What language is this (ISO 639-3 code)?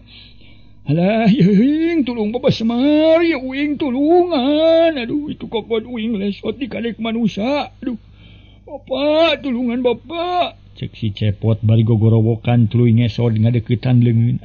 sun